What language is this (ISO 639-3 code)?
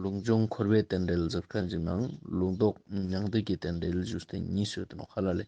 lbj